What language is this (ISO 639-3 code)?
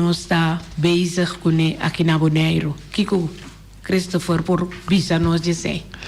pap